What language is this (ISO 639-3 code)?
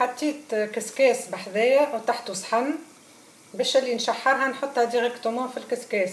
aeb